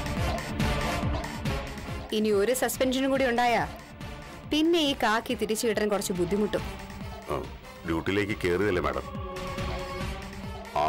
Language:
Malayalam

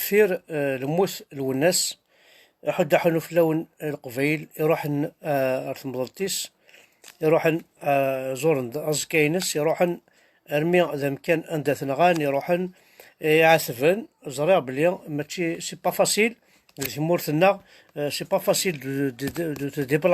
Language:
Kabyle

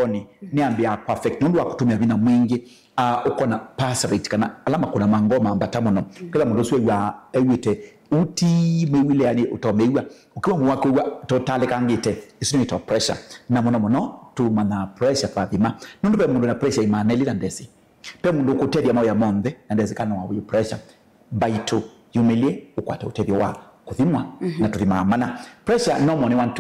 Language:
Kamba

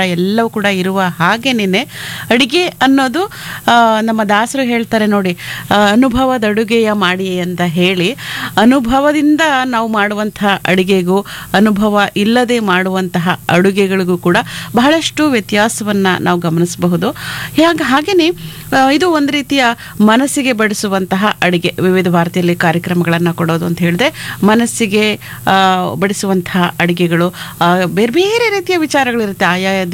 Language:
Kannada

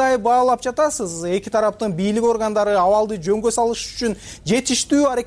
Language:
Kyrgyz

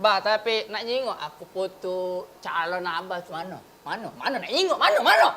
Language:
Musi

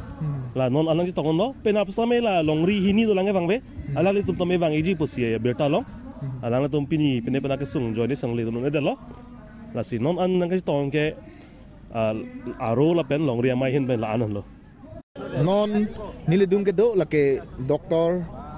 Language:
Karbi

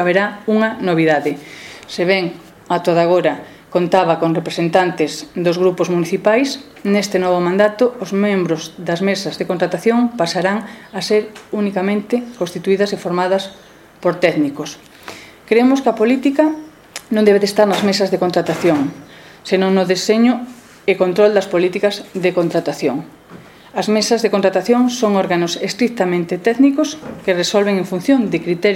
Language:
Galician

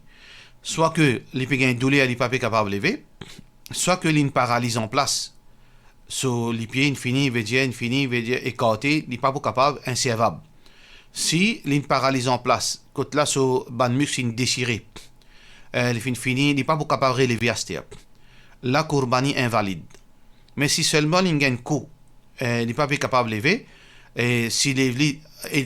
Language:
Morisyen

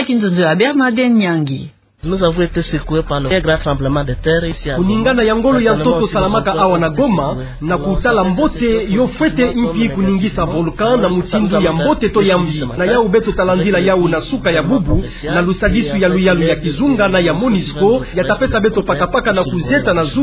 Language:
Kituba (Democratic Republic of Congo)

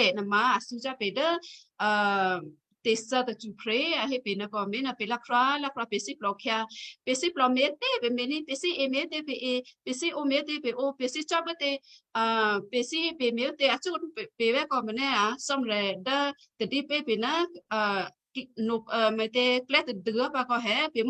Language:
Western Kayah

